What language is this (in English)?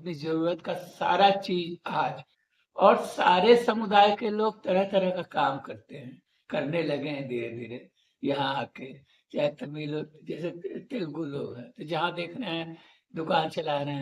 Sadri